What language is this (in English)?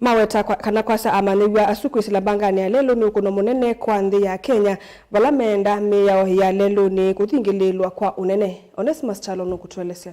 Kamba